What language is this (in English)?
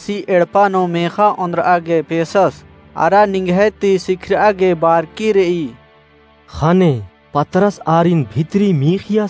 Kurukh